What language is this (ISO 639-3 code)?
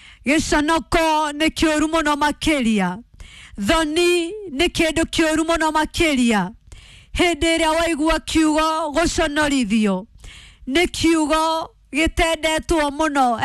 kik